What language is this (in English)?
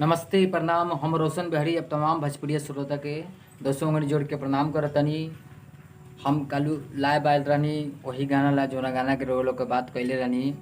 Bhojpuri